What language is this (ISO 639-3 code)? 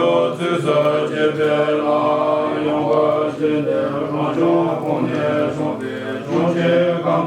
bod